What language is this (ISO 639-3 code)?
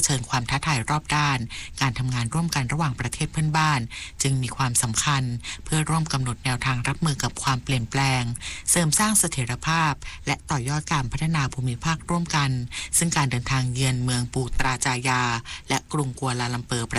tha